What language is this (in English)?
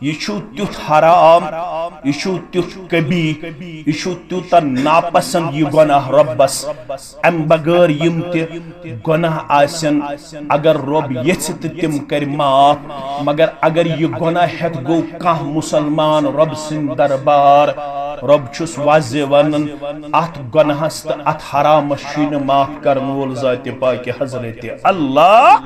Kashmiri